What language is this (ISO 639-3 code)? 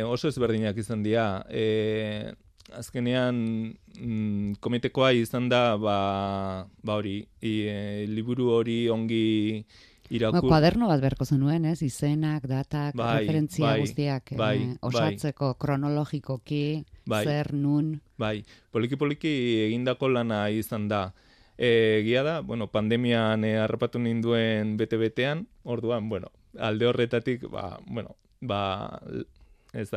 eus